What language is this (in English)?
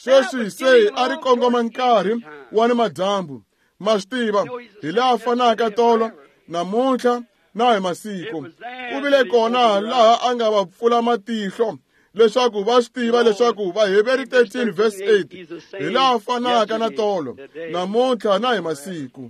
Tsonga